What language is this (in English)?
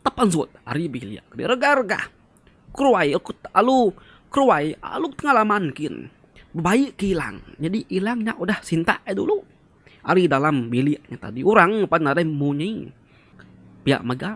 Iban